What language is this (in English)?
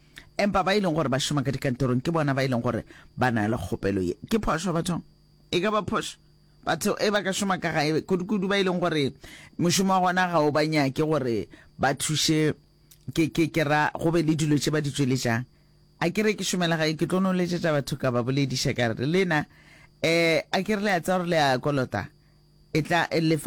Northern Sotho